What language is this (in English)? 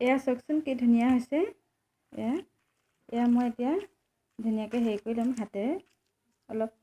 Assamese